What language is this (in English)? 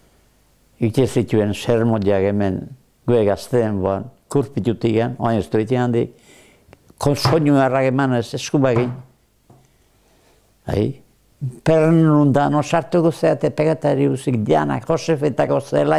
Basque